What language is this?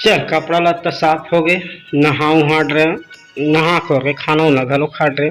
Chhattisgarhi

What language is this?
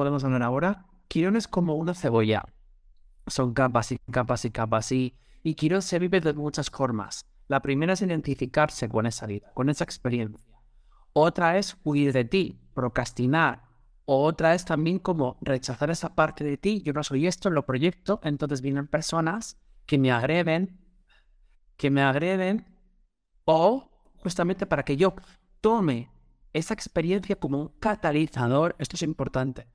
Spanish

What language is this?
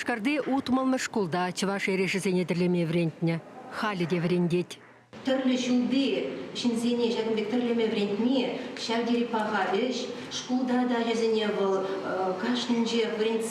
Chuvash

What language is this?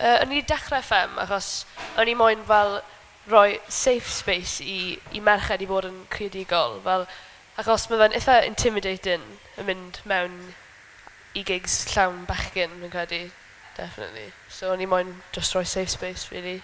Welsh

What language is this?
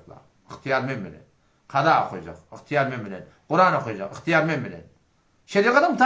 Turkmen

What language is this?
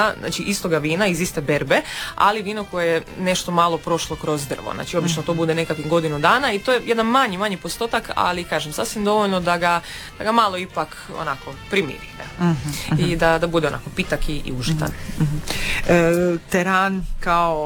Croatian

